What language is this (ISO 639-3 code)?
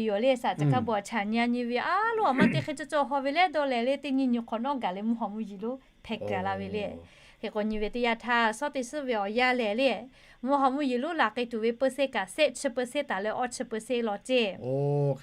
lhu